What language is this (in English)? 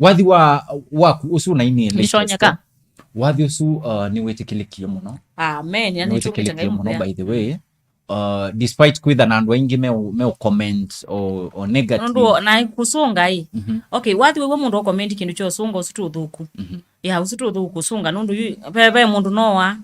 Kamba